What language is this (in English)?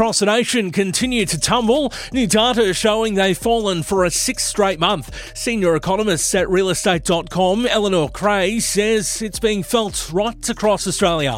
English